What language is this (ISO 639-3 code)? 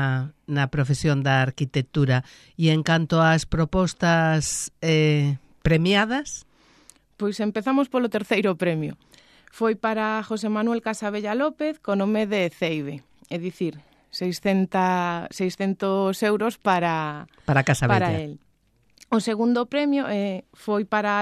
glg